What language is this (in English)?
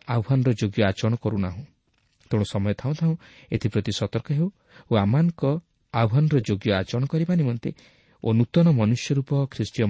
Odia